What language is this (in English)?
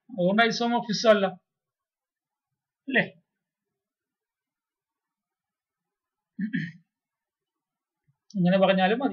Malayalam